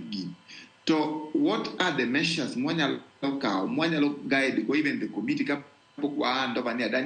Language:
Luo (Kenya and Tanzania)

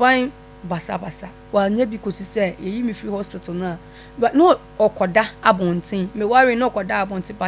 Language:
Akan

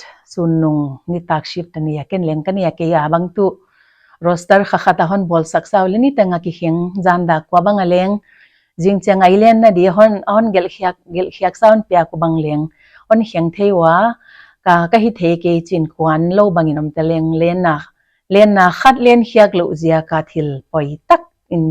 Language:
Paite Chin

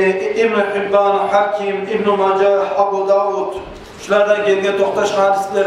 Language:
Kumyk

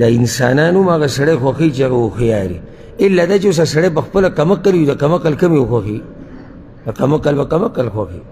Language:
Pashto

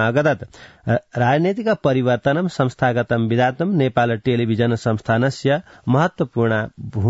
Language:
Sanskrit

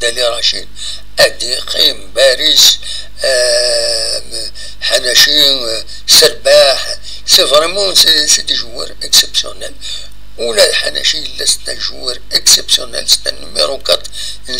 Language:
Kabyle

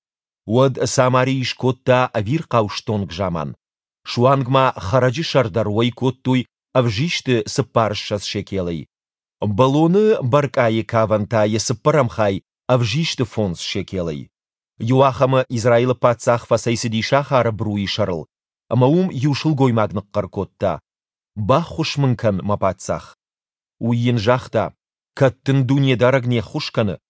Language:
Ossetic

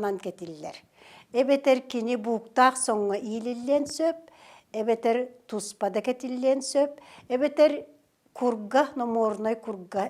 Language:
Yakut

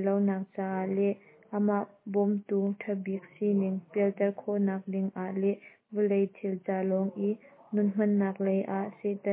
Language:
Hakha Chin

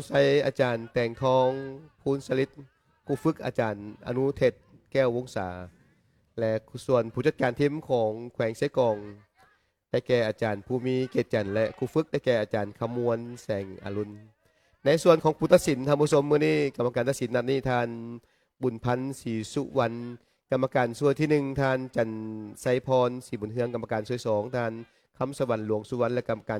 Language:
Lao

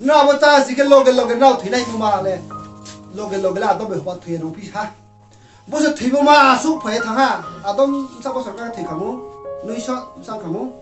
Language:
Riang (India)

